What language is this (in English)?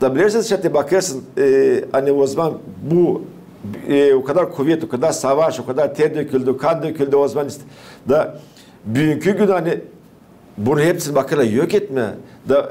Gagauz